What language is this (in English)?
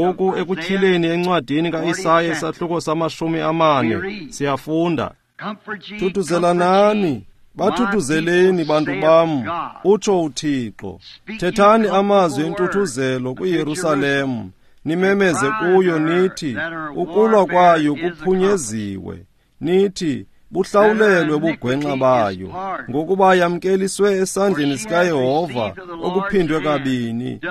Xhosa